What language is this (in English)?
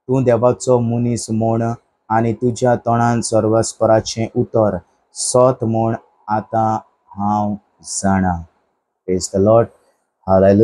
Konkani